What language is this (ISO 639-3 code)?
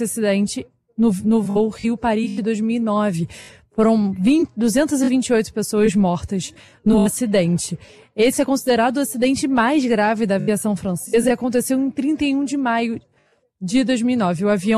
por